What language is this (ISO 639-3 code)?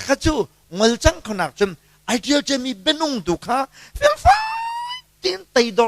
cnh